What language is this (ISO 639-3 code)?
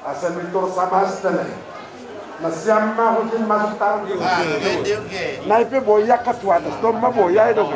bts